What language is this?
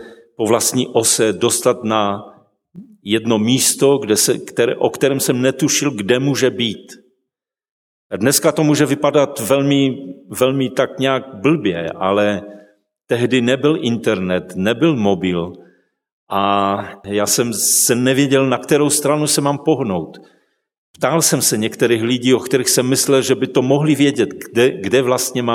Czech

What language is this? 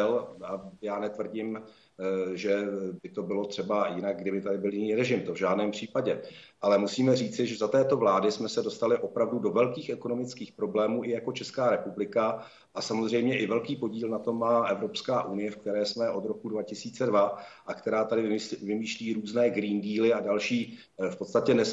Czech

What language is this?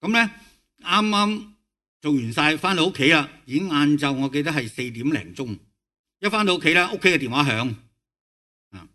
Cantonese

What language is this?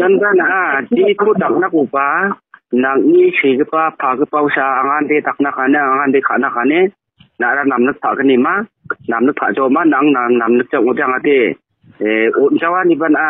Garo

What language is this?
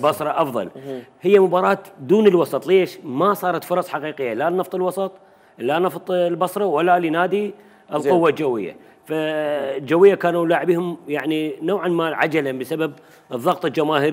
Mesopotamian Arabic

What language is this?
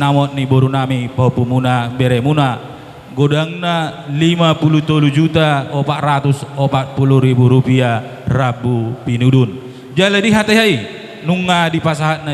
Batak Toba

